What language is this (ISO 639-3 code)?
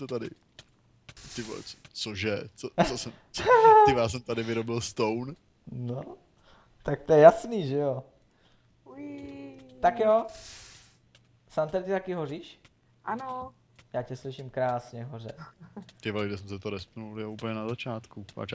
ces